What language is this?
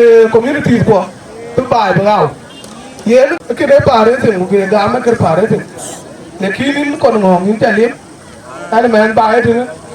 Dinka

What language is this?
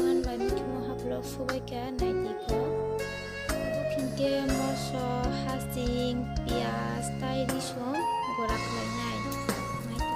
Kok Borok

